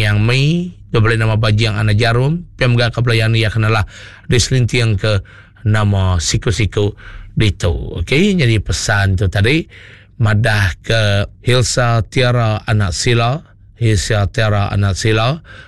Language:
Iban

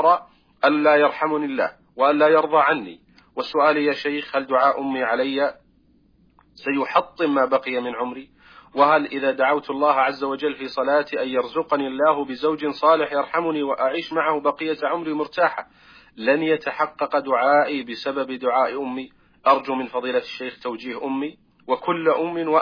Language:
Arabic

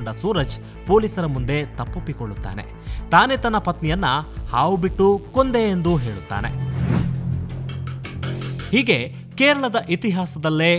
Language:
Kannada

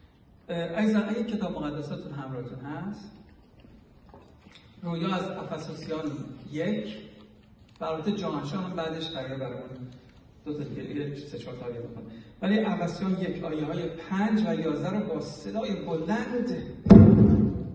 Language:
Persian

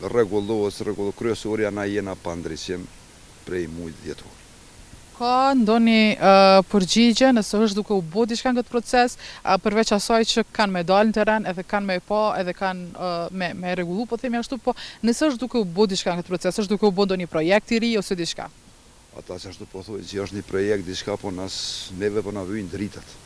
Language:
Albanian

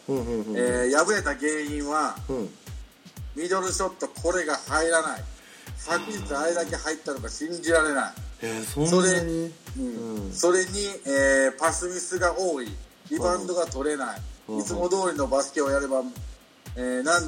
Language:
Japanese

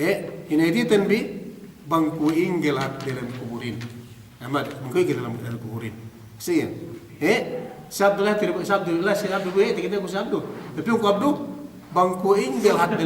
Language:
Yakan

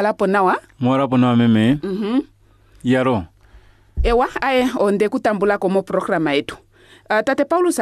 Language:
Kuanyama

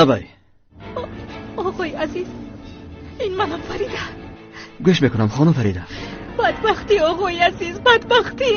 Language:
Tajik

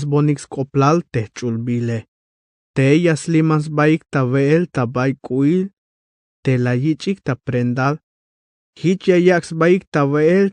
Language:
Tzeltal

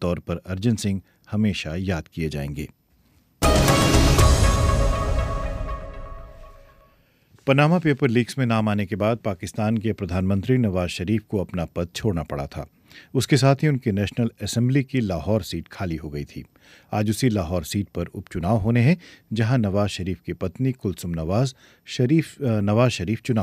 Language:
Hindi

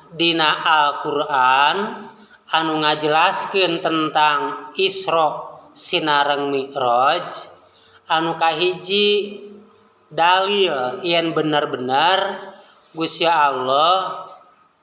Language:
Sundanese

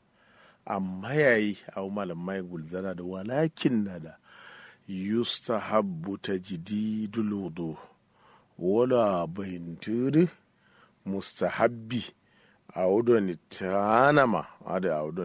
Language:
Kanuri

